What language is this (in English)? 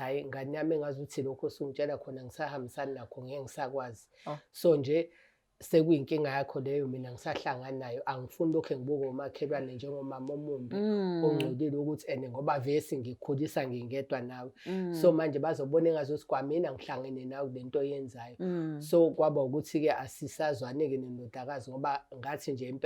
Zulu